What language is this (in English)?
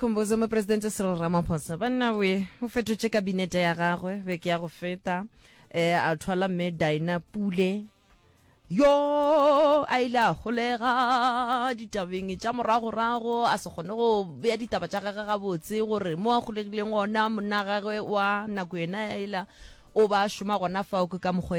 Northern Sotho